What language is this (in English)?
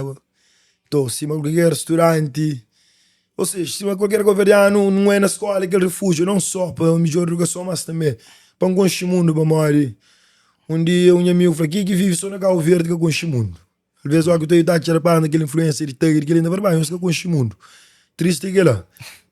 Kabuverdianu